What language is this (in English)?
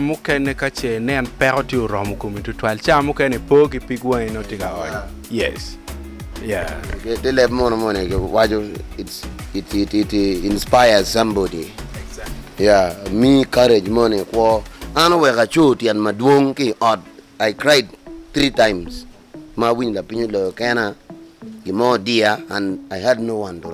Acoli